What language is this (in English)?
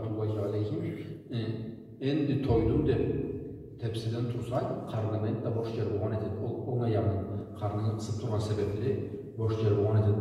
Karachay-Balkar